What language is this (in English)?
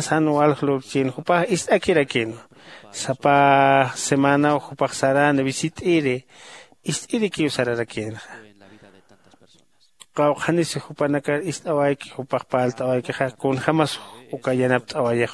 Aymara